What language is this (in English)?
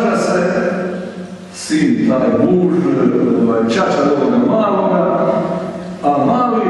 Croatian